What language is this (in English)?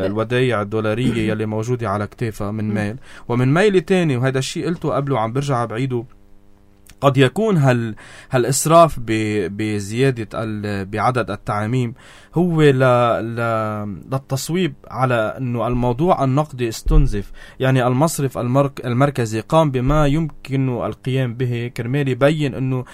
North Levantine Arabic